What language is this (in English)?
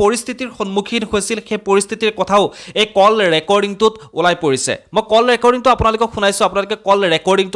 Assamese